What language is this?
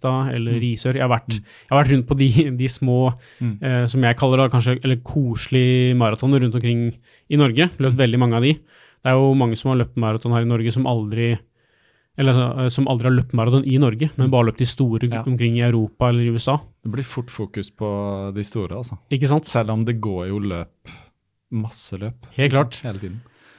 Norwegian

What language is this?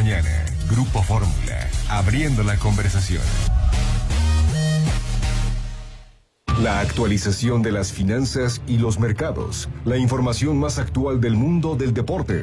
Spanish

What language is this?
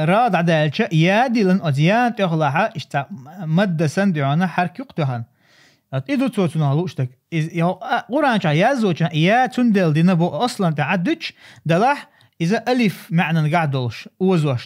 Chechen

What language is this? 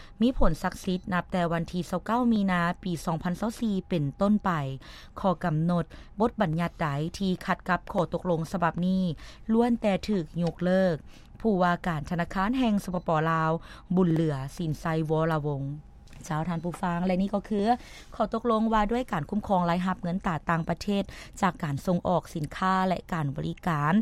Lao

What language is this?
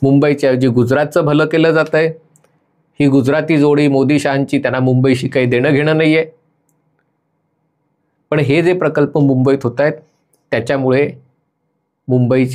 Marathi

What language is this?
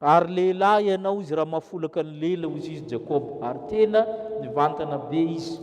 Malagasy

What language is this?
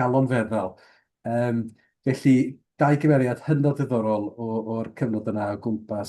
Welsh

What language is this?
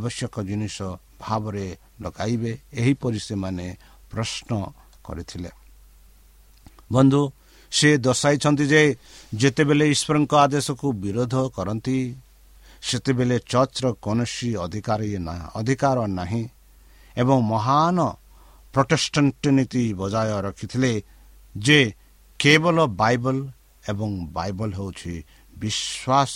Odia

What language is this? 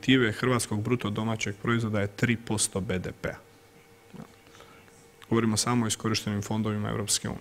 Croatian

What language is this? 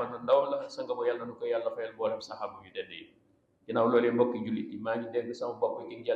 Wolof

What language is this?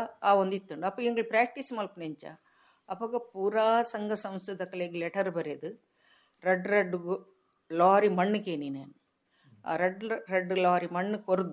Tulu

